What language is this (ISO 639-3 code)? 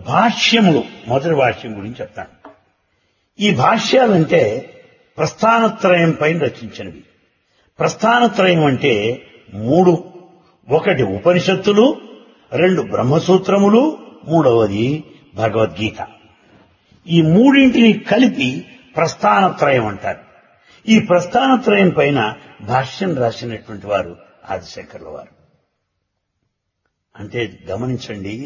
tel